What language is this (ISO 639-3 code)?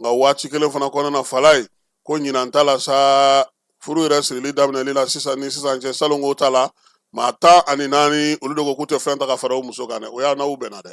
bam